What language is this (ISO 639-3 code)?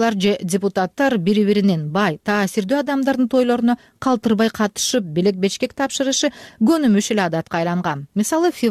kir